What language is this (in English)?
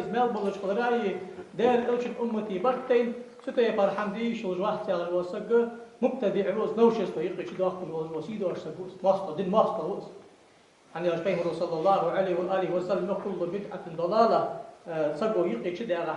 Ingush